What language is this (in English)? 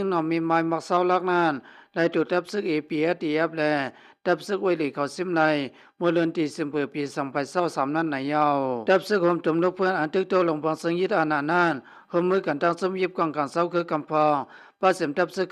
Shan